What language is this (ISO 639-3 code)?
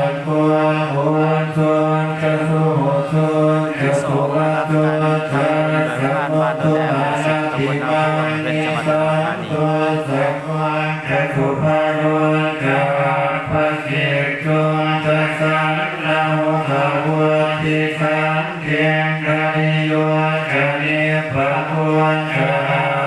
pli